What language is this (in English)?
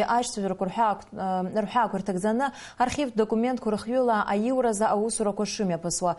Abkhazian